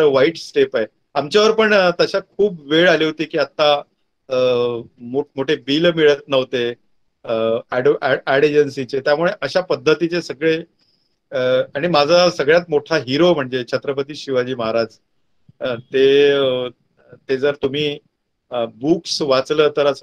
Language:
Marathi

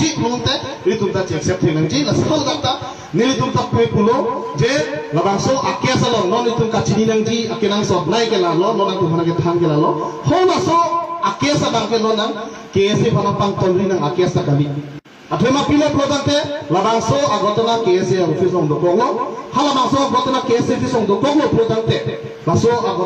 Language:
Karbi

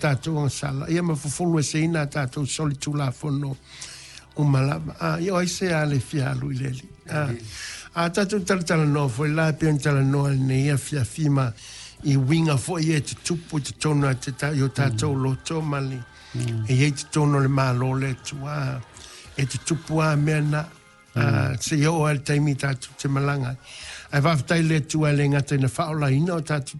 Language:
Samoan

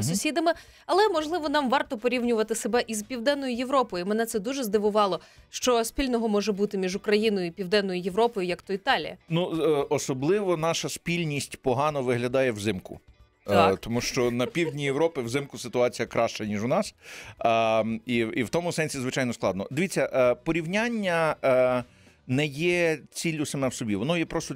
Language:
Ukrainian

